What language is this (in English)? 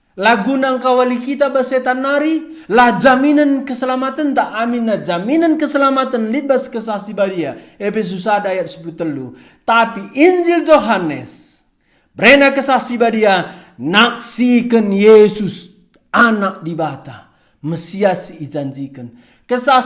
Batak Karo